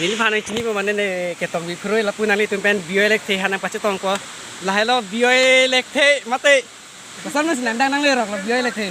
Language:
Karbi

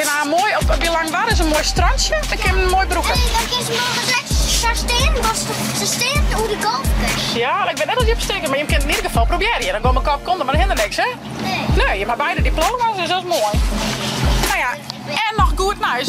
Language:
Western Frisian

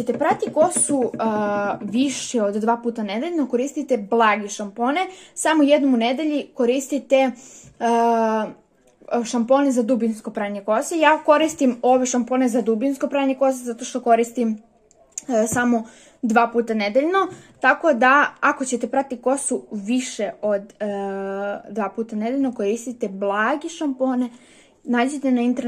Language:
Serbian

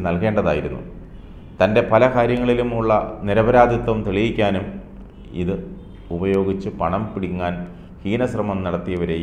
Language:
Malayalam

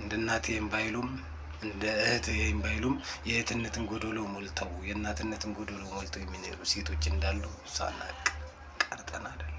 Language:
Amharic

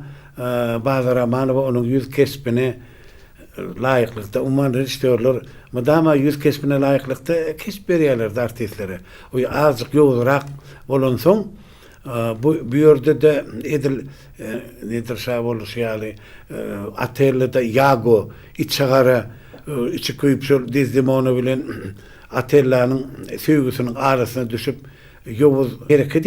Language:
Turkmen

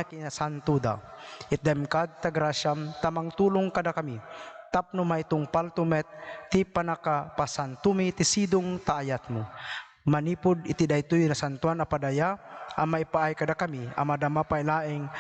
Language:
Iloko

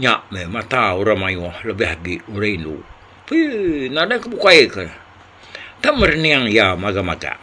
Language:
Iban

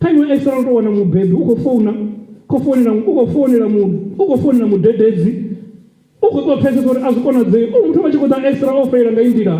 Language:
Venda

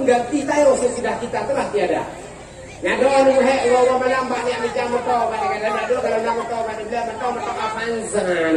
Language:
Achinese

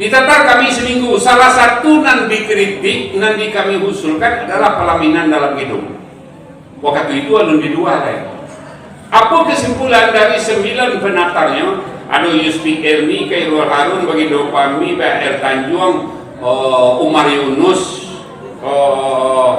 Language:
Minangkabau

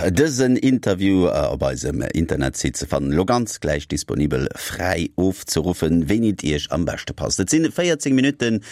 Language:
Luxembourgish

